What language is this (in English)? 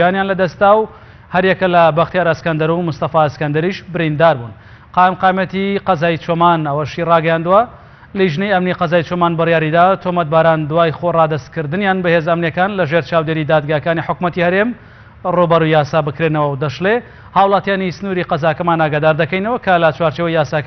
Central Kurdish